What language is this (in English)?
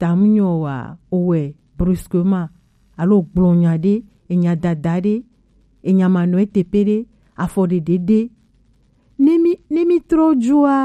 Gen